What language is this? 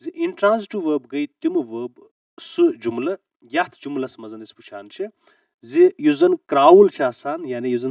Kashmiri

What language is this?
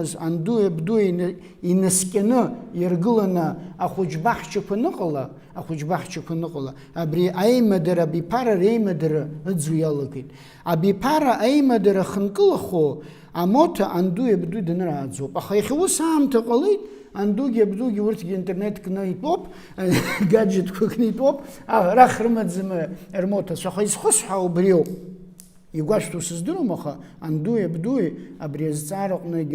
Abkhazian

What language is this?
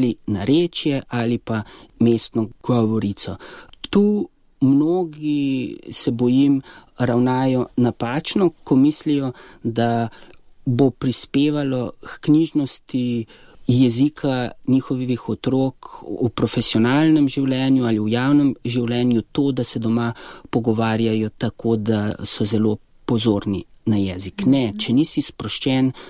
Slovenian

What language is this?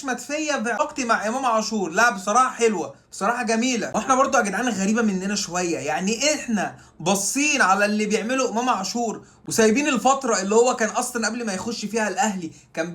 Egyptian Arabic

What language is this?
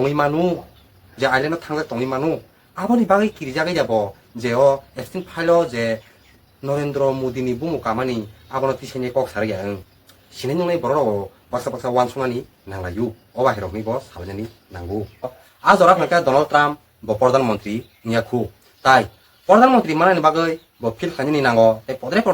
Kok Borok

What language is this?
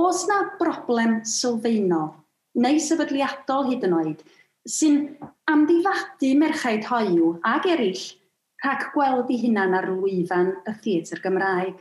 Welsh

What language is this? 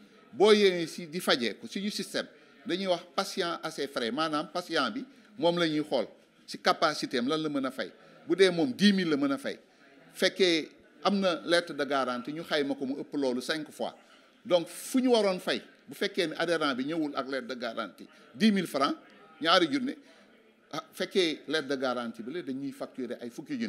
Wolof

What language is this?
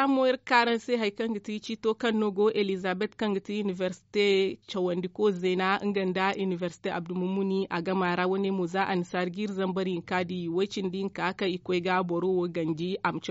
Zarma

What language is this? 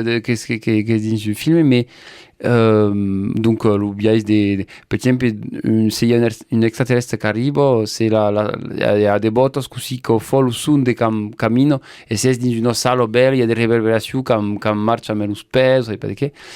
Occitan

